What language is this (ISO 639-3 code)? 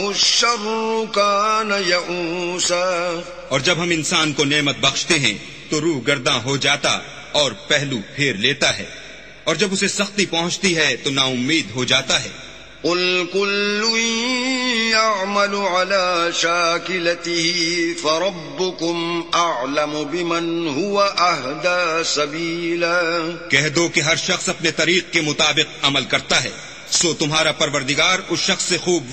urd